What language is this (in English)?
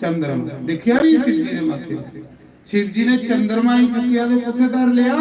Dogri